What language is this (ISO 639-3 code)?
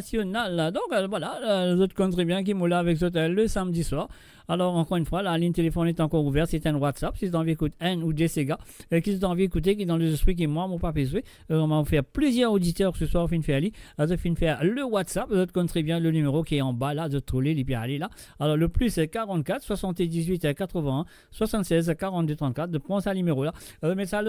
mfe